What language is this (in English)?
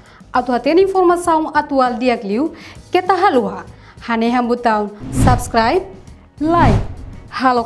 Tetum